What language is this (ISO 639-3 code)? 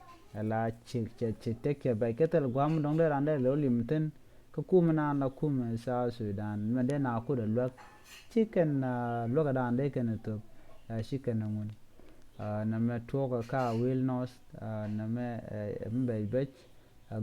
nus